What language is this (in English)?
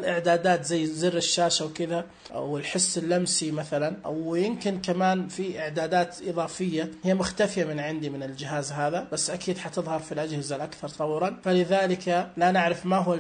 Najdi Arabic